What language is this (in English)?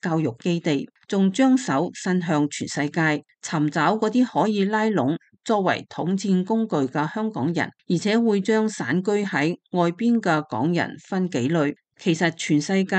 Cantonese